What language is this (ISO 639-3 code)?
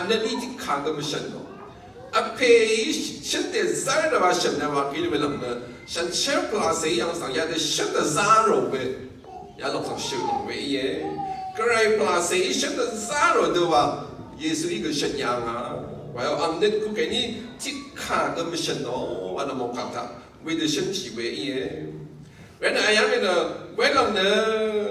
raw